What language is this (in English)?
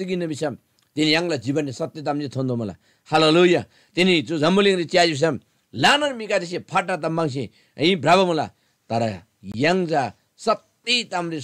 Eastern Tamang